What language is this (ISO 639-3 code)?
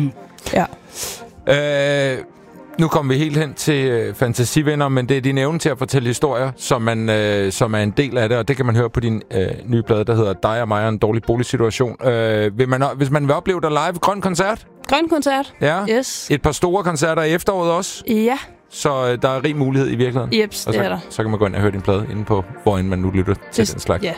dan